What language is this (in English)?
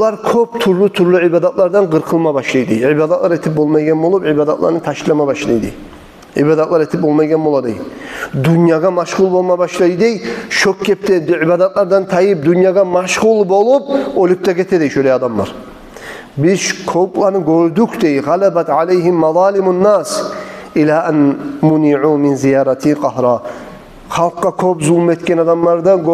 Kumyk